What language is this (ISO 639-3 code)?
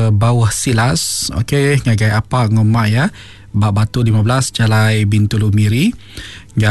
iba